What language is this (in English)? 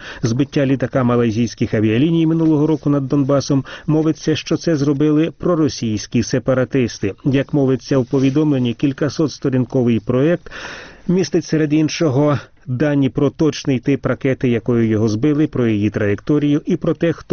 Ukrainian